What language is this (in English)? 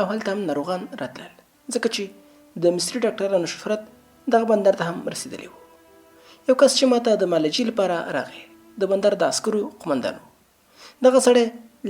Pashto